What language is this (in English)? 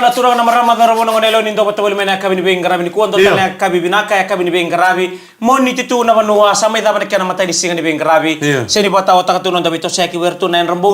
Fijian